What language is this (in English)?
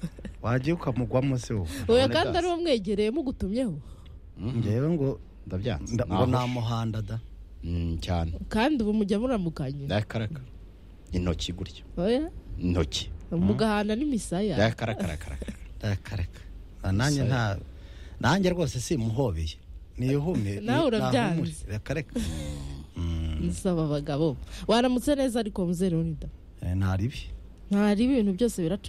Kinyarwanda